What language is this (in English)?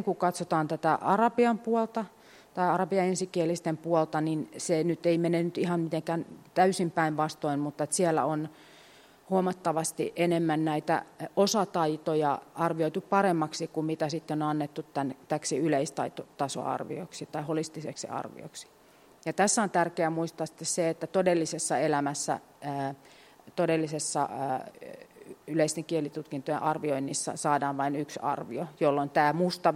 Finnish